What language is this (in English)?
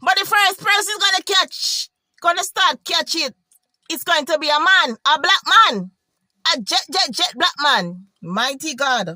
Jamaican Creole English